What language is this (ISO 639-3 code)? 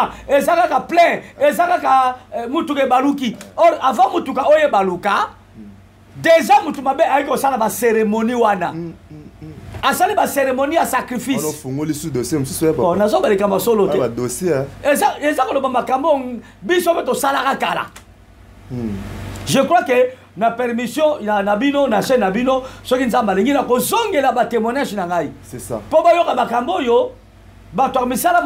lin